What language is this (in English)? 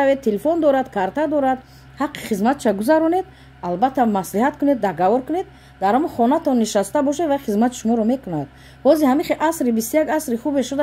Tajik